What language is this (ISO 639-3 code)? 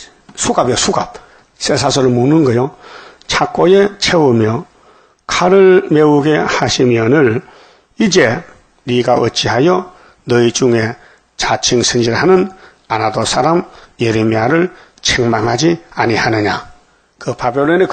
kor